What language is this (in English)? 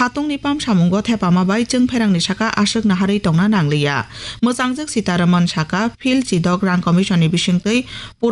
Kok Borok